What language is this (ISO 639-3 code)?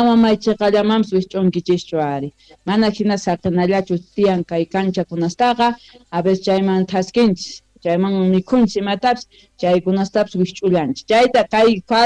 que